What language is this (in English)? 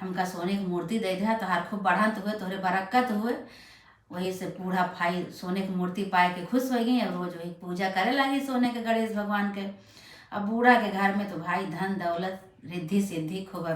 Awadhi